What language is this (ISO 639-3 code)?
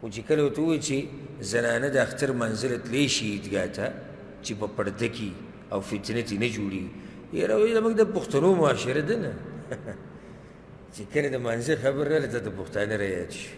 pus